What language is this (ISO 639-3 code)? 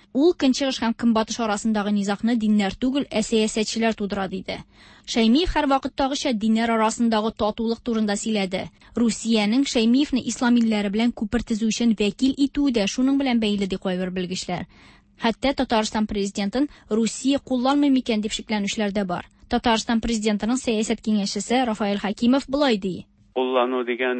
tat